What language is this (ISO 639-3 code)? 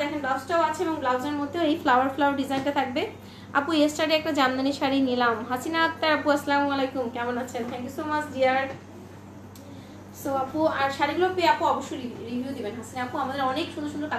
ben